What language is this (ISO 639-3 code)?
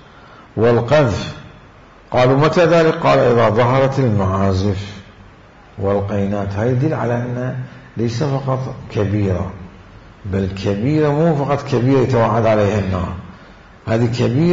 acm